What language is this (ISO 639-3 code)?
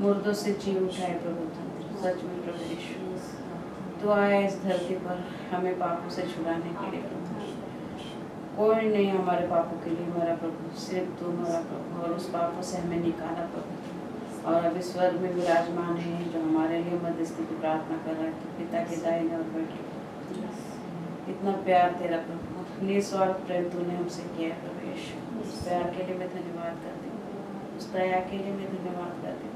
hin